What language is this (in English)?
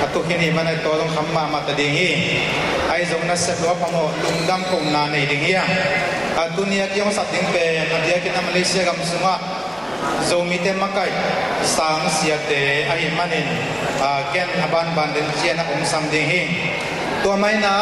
Tedim Chin